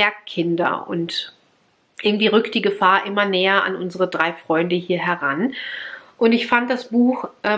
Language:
German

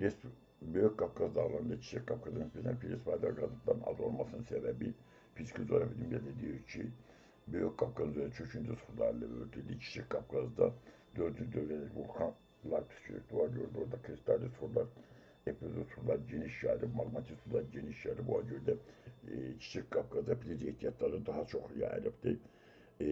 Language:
Azerbaijani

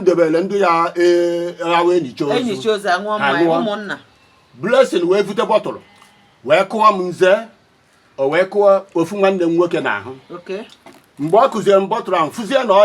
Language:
Igbo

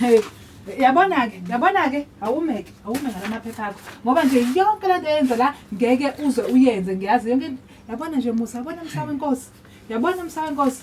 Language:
Zulu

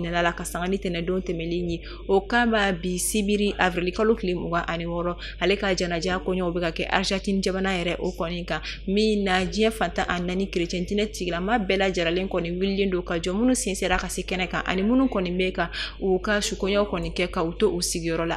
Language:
Bambara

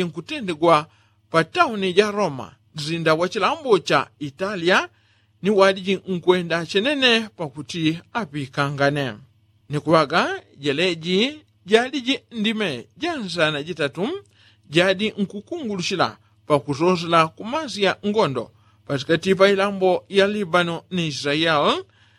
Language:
Yao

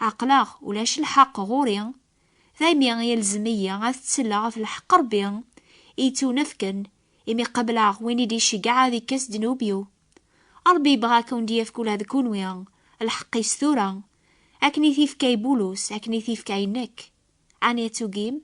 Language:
Kabyle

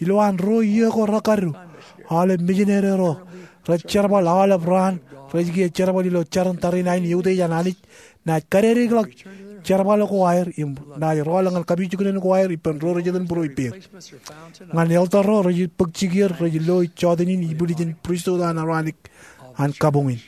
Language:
Marshallese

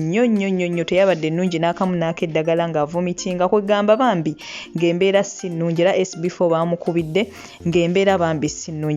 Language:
Ganda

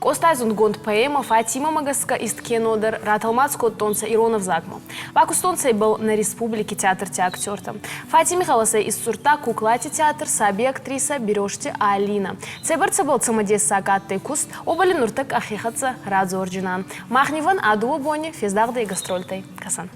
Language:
Ossetic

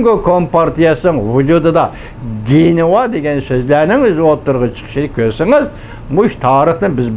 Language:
Uyghur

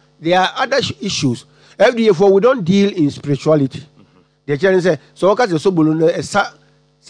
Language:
Akan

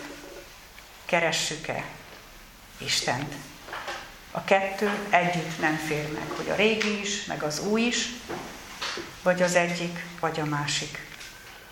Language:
Hungarian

